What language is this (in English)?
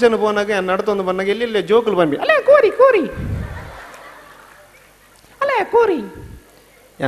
Kannada